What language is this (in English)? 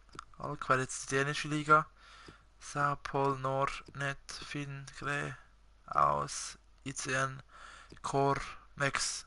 Swiss German